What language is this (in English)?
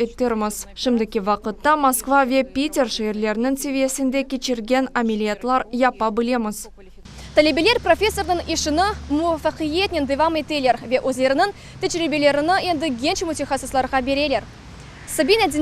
Crimean Tatar